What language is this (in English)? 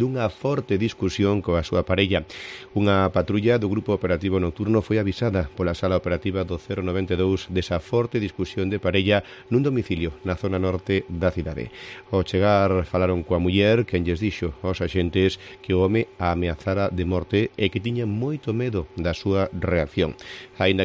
Galician